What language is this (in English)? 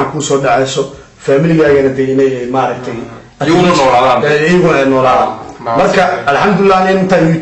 Somali